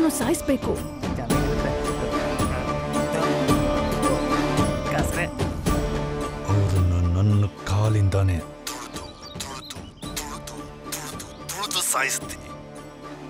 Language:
Kannada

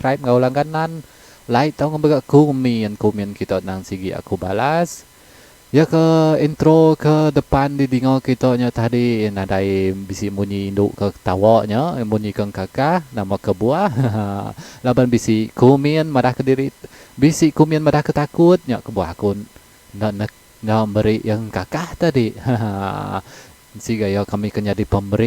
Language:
Iban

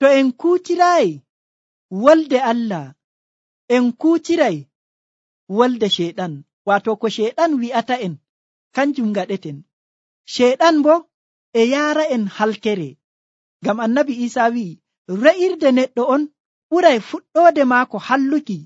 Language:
Nigerian Fulfulde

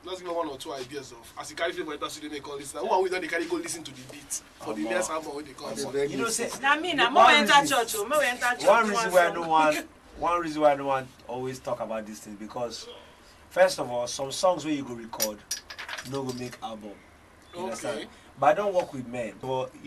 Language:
Nigerian Pidgin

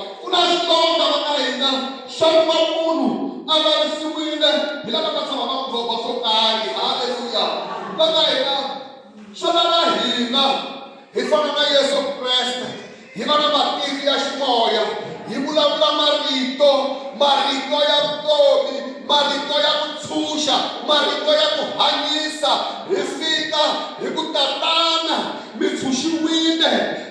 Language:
Tsonga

